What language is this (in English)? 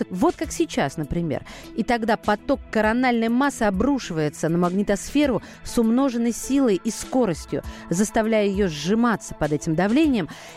Russian